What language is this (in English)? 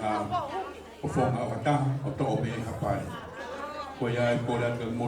Tongan